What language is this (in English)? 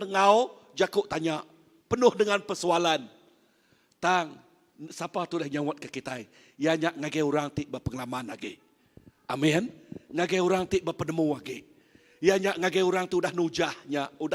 Iban